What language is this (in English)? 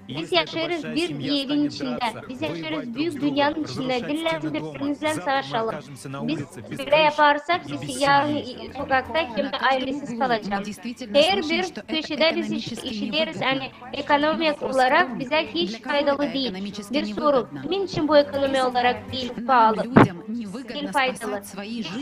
Gagauz